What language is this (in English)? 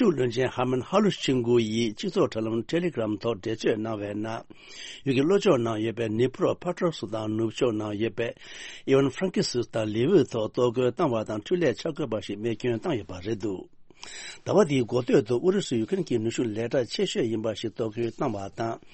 Tibetan